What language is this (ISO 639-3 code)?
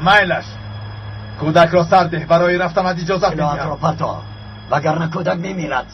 tgk